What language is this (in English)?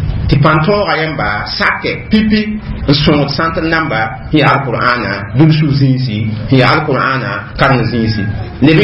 Mossi